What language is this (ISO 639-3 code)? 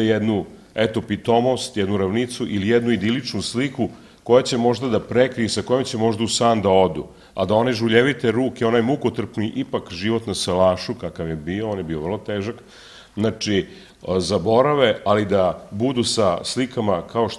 srp